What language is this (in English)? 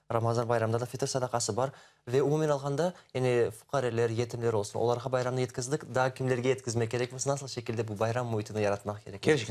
Crimean Tatar